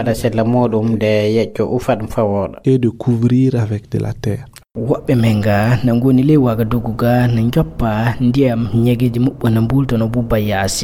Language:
Fula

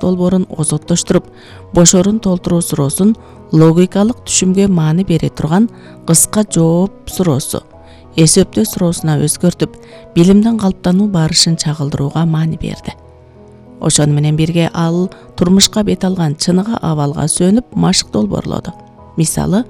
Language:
Kyrgyz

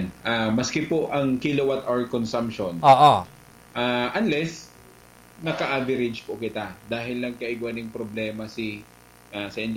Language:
Bikol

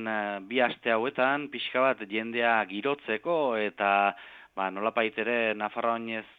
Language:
Basque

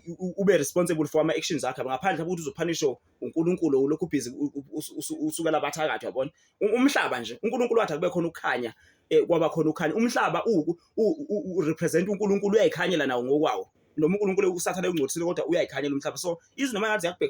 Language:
Zulu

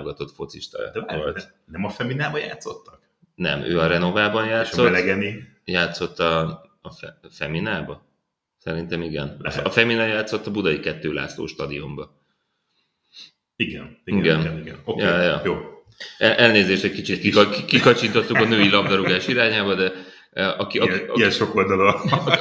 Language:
Hungarian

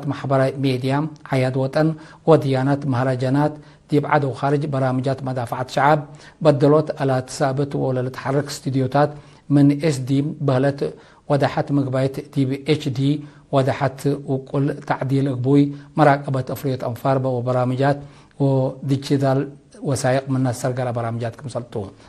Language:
Tigre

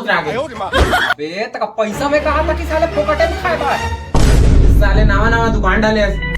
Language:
Chhattisgarhi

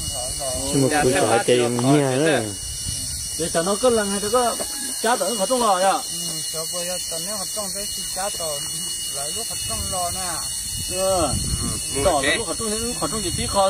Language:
Hmong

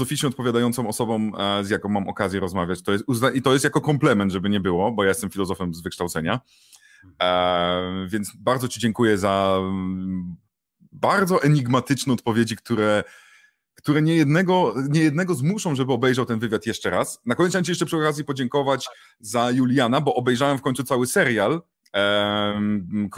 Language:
Polish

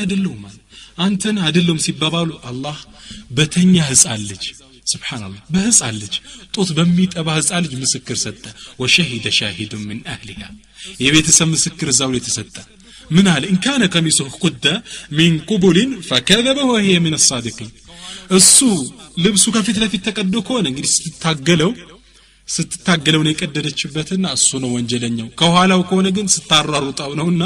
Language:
Amharic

